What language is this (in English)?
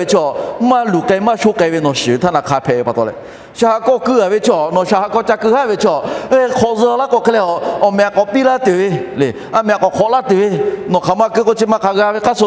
Lahu